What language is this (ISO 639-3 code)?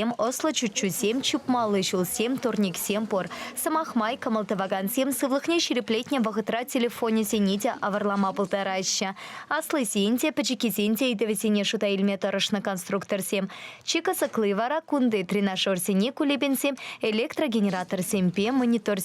chv